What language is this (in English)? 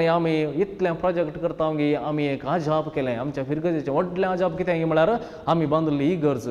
Konkani